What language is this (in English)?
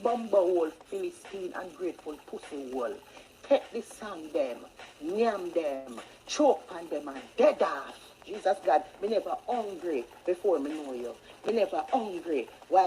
Jamaican Creole English